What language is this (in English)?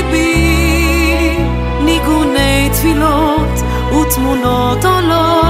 Hebrew